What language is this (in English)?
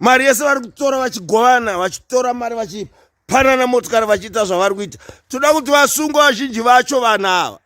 Shona